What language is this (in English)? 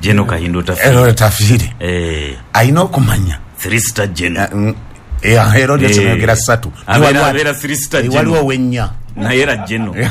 Ganda